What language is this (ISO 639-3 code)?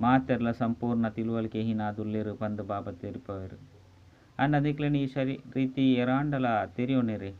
tcy